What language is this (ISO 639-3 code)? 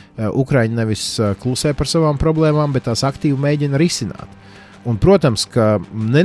lav